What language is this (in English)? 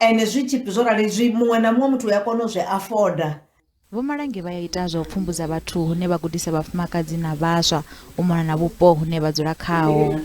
Venda